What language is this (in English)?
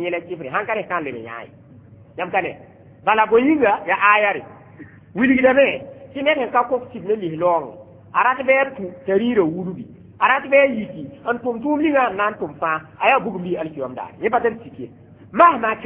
Mossi